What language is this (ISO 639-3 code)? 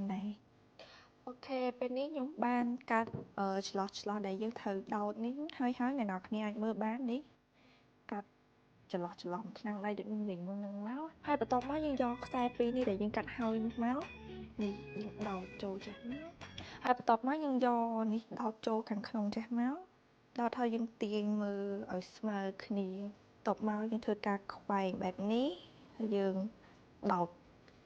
khm